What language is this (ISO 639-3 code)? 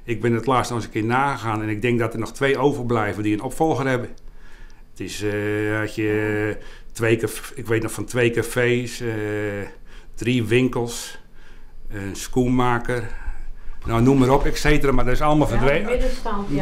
nld